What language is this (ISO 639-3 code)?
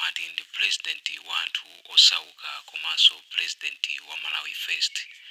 nya